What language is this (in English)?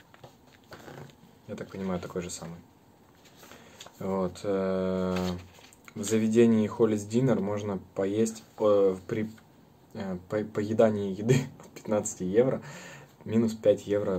Russian